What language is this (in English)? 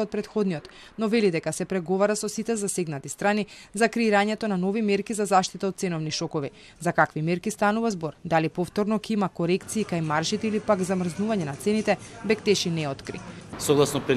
Macedonian